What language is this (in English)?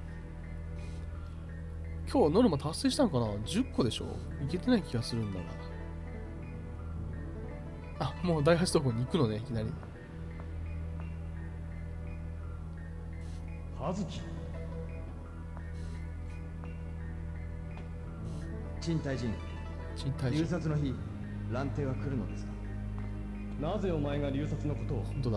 Japanese